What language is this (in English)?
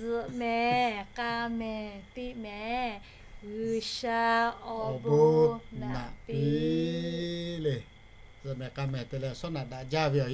Lahu